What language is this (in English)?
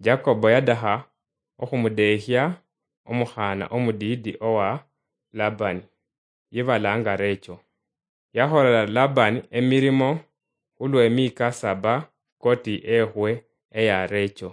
Luyia